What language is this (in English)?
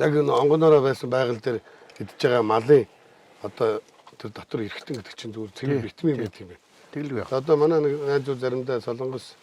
Mongolian